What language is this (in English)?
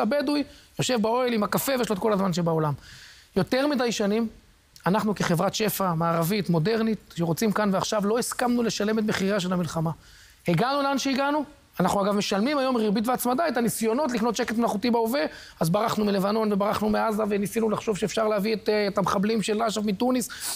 Hebrew